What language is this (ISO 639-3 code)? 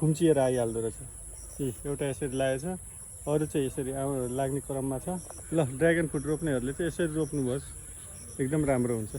nep